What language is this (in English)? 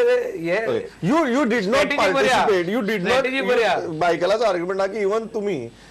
Konkani